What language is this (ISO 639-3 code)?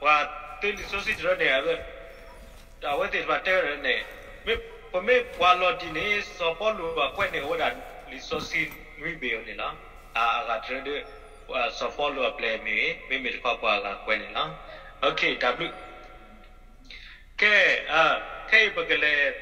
ksw